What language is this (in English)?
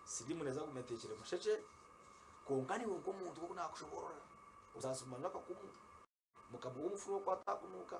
Nyankole